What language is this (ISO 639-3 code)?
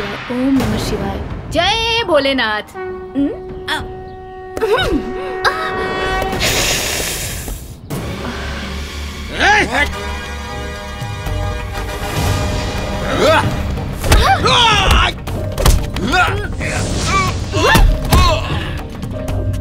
bho